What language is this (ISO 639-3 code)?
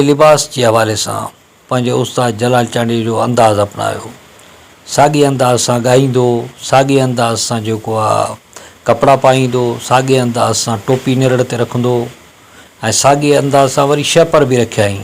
snd